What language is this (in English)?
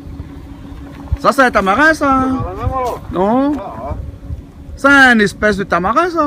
Réunion Creole French